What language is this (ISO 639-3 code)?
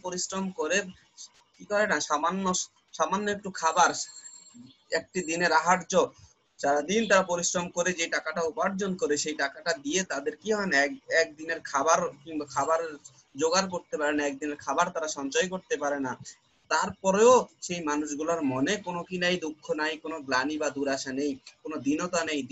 ben